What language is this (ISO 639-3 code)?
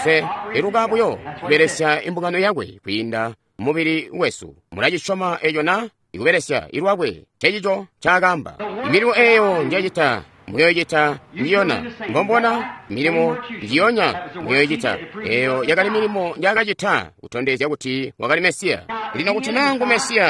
toi